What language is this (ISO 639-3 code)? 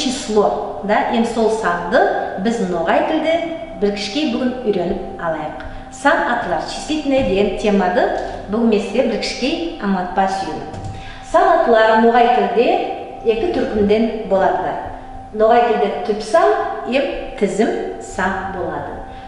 nog